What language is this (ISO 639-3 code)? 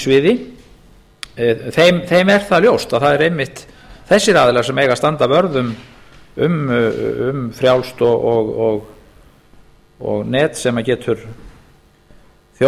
isl